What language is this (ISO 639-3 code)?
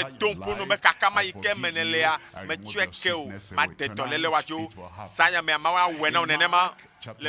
ewe